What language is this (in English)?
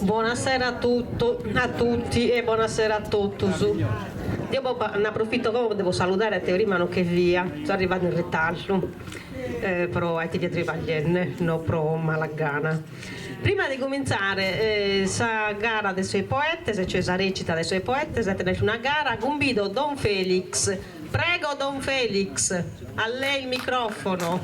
Sardinian